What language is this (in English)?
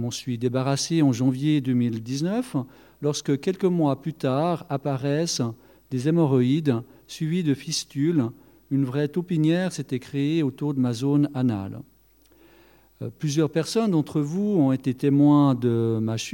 French